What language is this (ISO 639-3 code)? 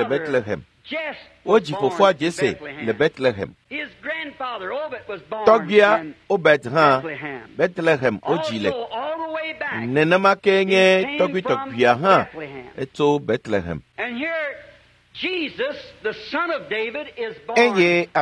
ewe